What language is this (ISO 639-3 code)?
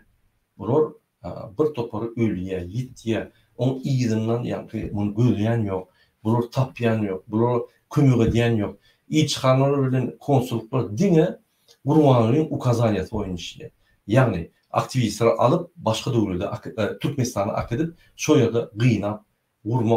tuk